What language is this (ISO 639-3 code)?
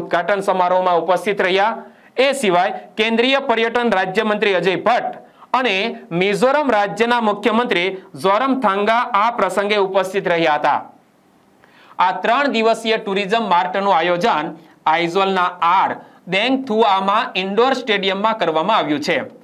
guj